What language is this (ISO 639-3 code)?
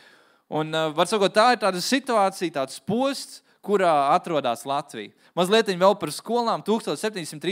lav